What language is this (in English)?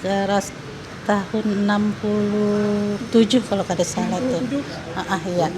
Banjar